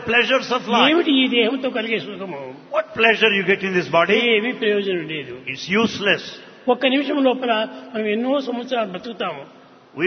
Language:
Telugu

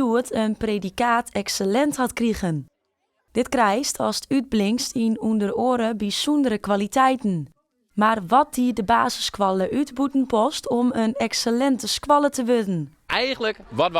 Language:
Western Frisian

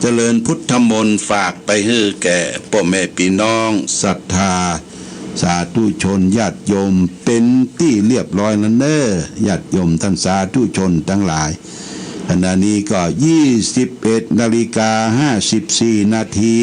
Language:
Pali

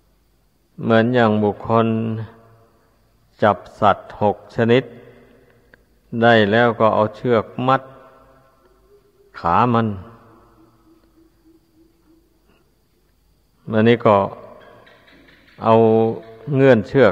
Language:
Thai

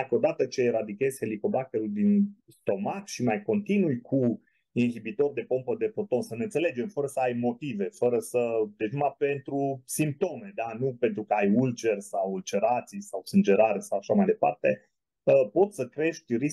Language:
Romanian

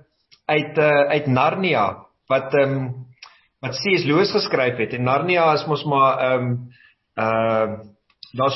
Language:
Afrikaans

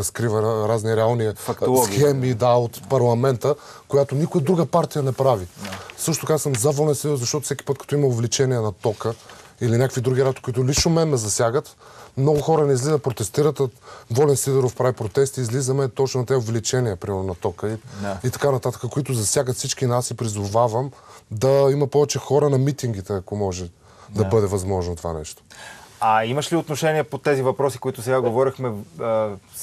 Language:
Bulgarian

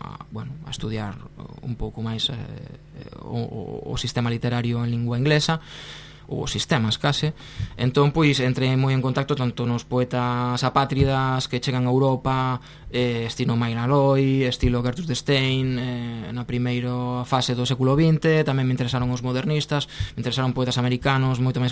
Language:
Galician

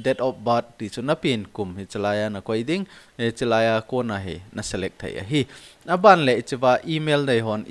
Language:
Thado Chin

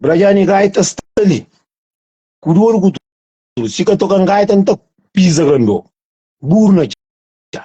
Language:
Kabuverdianu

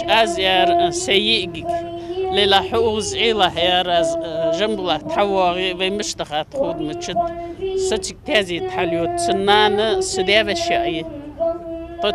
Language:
Ingush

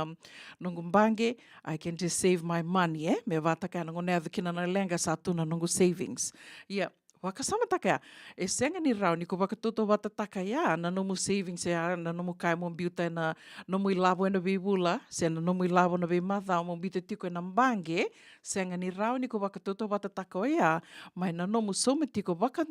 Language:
Fijian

